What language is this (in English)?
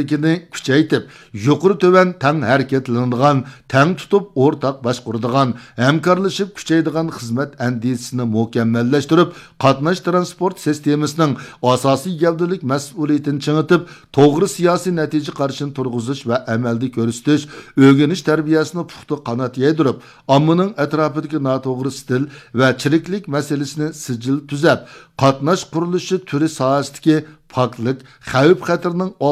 Uyghur